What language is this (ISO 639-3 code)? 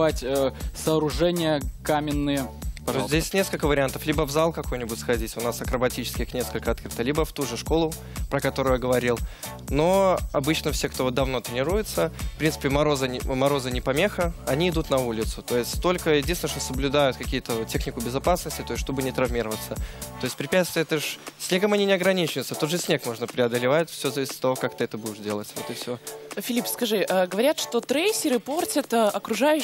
rus